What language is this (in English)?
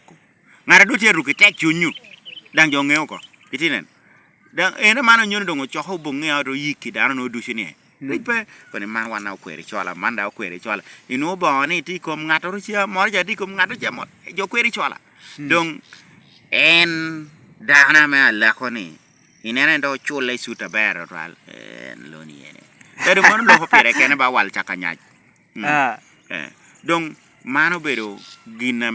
Lango (Uganda)